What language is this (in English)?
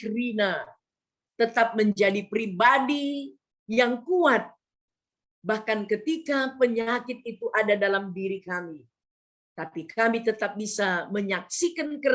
Batak Karo